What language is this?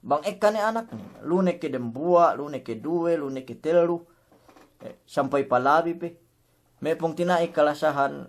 Yakan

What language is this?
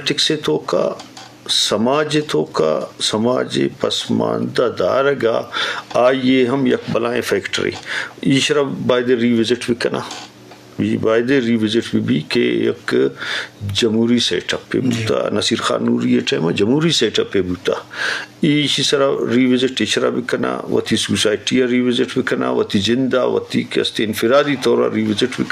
Eastern Balochi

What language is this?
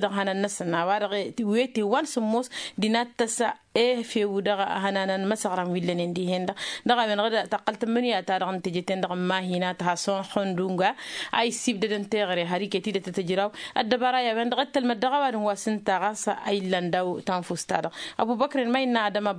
Tamasheq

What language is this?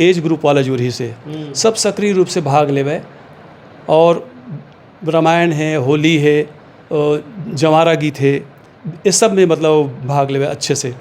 Chhattisgarhi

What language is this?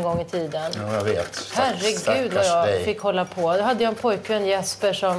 Swedish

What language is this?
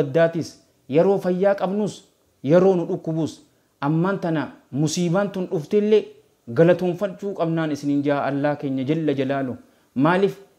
Oromo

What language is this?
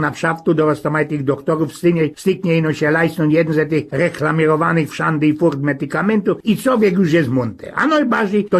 Silesian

